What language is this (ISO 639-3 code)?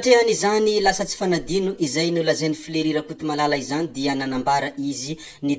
mlg